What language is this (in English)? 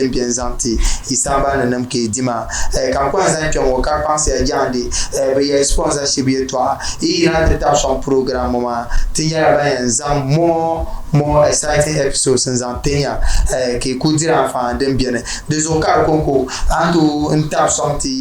Dagbani